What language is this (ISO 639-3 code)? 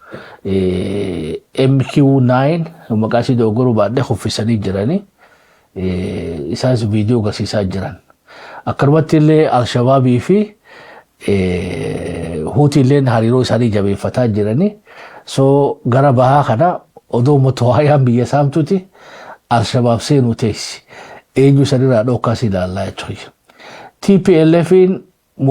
orm